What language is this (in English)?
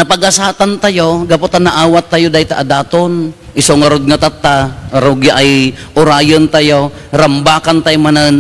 Iloko